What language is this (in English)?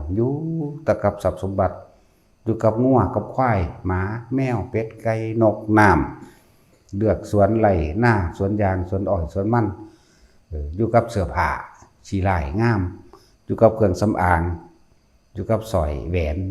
Lao